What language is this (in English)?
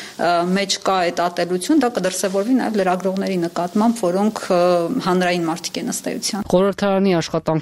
Armenian